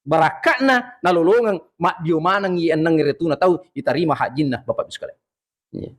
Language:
Buginese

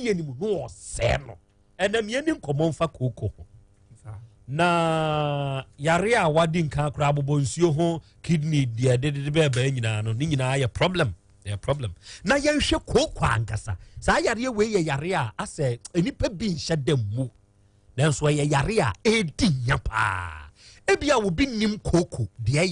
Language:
Akan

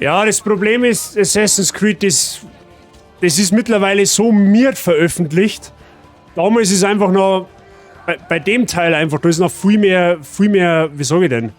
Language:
Bavarian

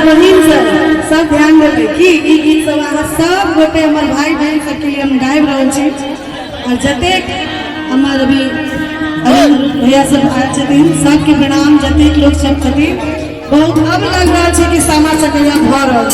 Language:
Maithili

